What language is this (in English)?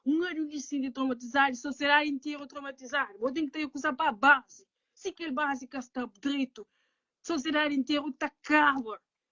Kabuverdianu